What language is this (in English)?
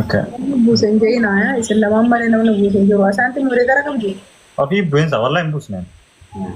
Oromo